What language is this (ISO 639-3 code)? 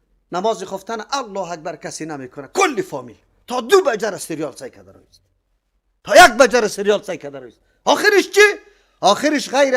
fas